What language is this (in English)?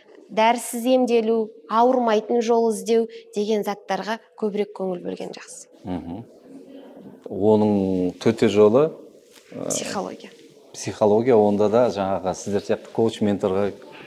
Kazakh